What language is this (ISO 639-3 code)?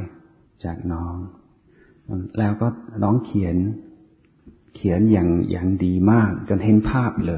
tha